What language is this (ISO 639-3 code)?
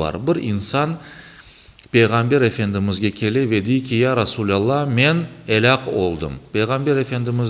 crh